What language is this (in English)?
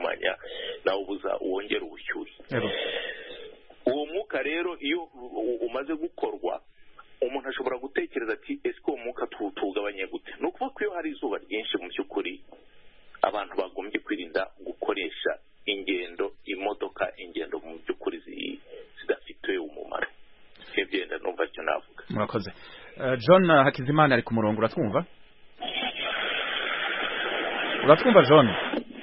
Kinyarwanda